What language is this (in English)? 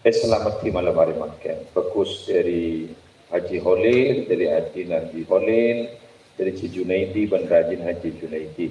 Madurese